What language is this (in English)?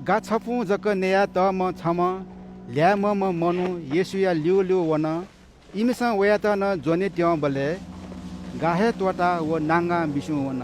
Newari